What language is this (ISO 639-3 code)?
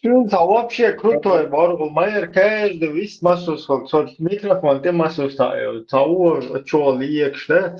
che